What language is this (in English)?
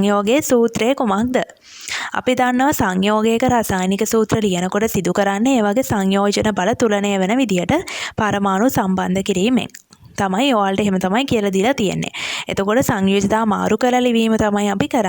Sinhala